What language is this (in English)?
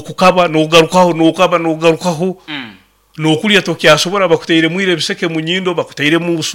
Nyoro